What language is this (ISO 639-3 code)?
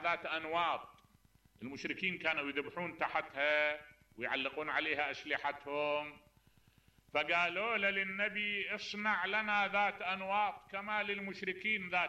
acm